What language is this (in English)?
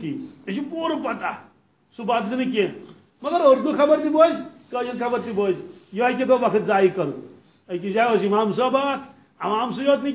Kashmiri